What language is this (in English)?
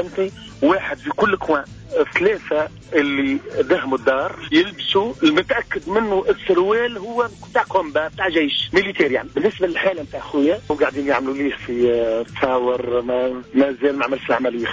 Tunisian Arabic